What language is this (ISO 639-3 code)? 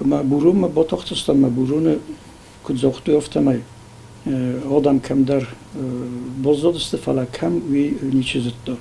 oss